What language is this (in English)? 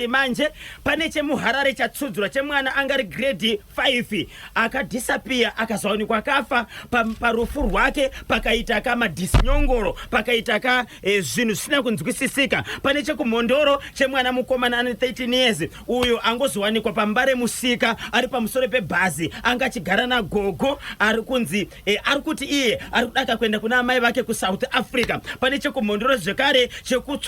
Shona